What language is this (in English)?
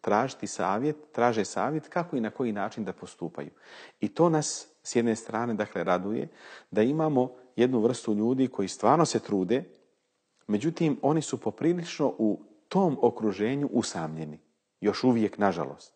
Bosnian